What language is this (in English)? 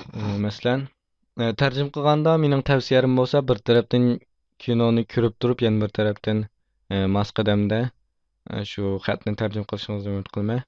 Uyghur